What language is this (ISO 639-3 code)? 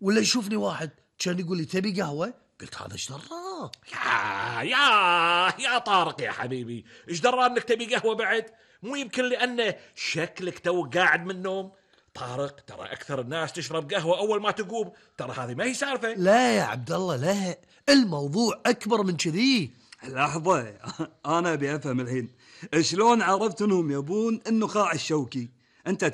afb